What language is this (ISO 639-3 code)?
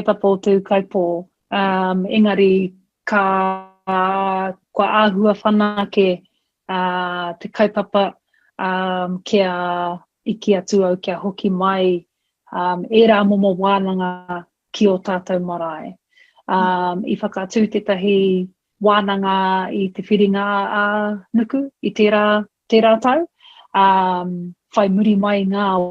mri